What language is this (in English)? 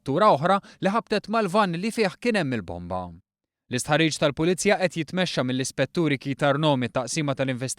Maltese